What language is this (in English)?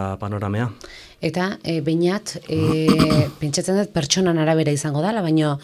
Basque